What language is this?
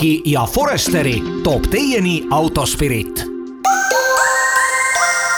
Estonian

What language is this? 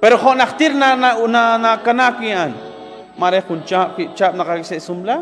Kekchí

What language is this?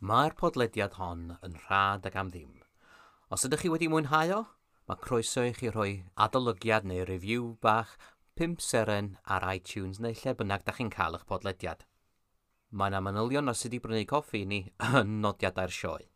Welsh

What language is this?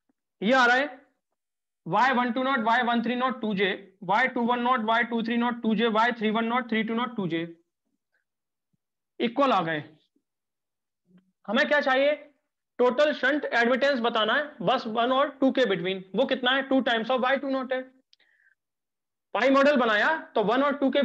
Hindi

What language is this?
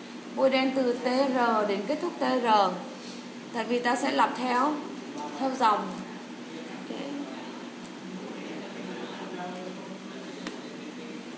Vietnamese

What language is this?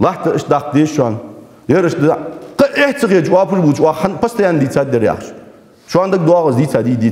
Ingush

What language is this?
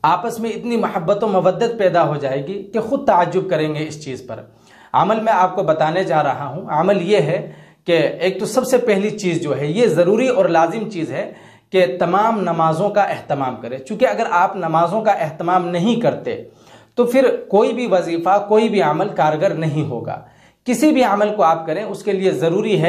Urdu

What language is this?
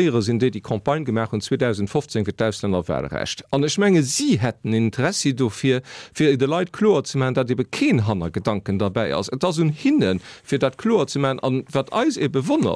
Luxembourgish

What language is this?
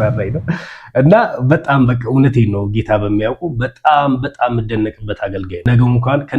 Amharic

